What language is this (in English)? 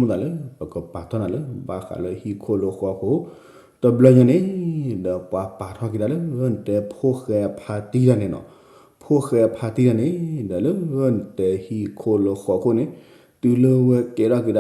S'gaw Karen